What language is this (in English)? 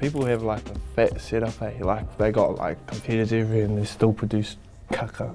Māori